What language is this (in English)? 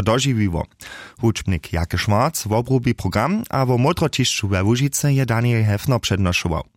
Upper Sorbian